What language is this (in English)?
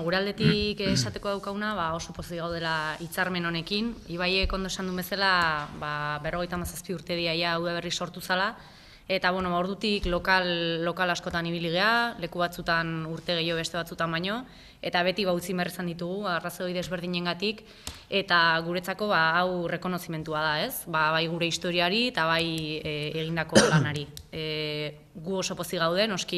Basque